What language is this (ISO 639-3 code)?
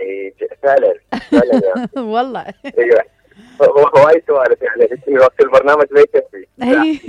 acm